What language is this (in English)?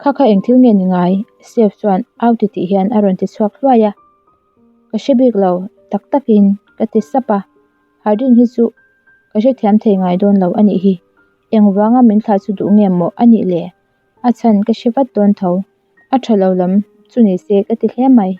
Mizo